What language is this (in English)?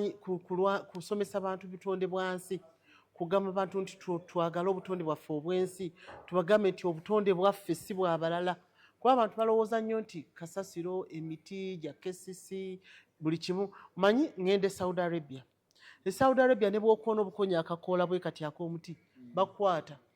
Ganda